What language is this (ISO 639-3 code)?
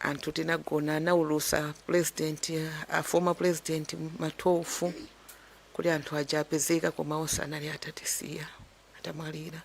nya